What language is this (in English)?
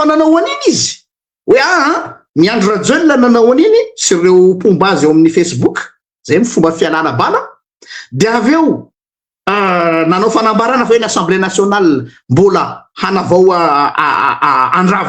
Malagasy